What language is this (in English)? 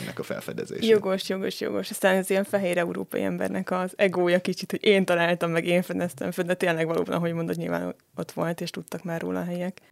Hungarian